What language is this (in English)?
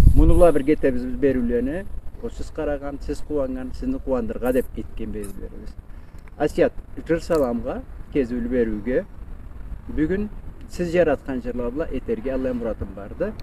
Karachay-Balkar